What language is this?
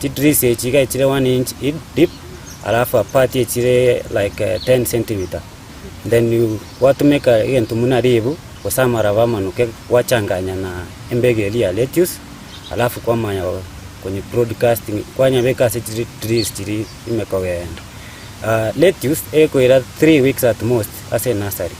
Gusii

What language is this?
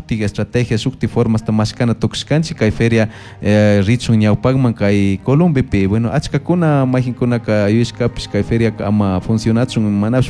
Chimborazo Highland Quichua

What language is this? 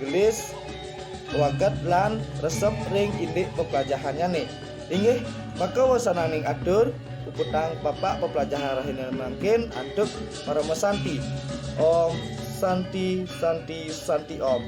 Balinese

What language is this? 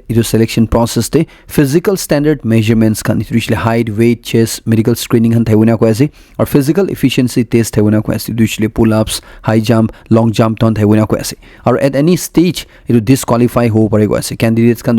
Naga Pidgin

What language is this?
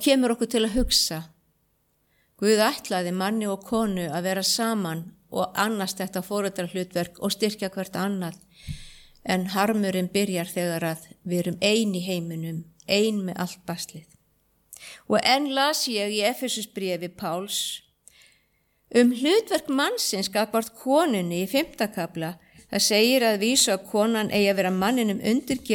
Icelandic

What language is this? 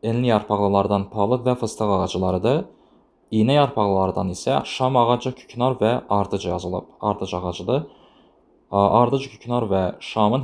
Azerbaijani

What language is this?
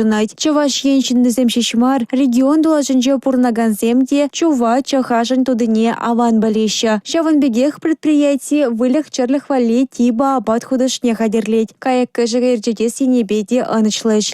Chuvash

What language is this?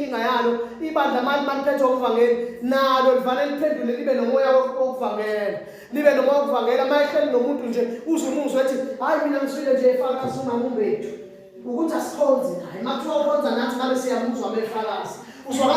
Zulu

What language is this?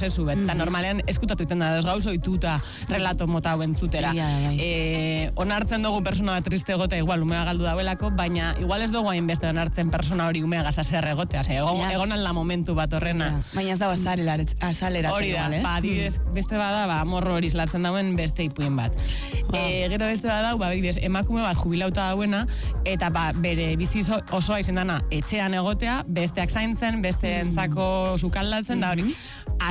Basque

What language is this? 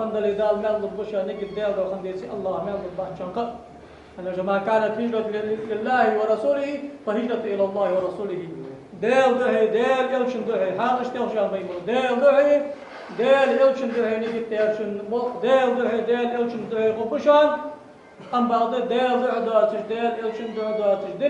Ingush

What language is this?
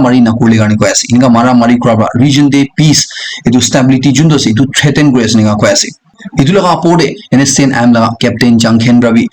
Naga Pidgin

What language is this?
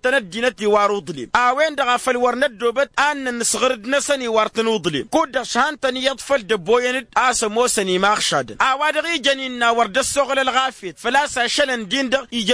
Tamasheq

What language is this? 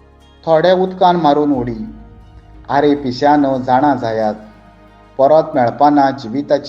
Konkani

